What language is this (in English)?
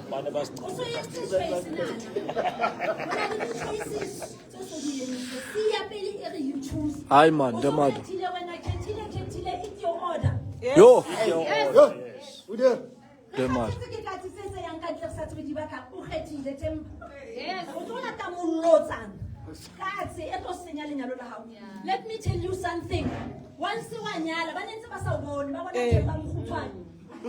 Southern Sotho